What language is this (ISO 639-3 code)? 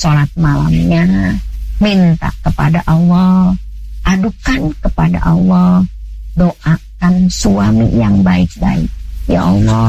ind